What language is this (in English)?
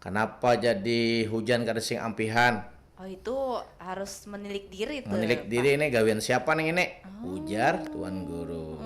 Banjar